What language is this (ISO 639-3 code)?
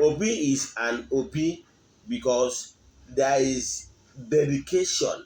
ibo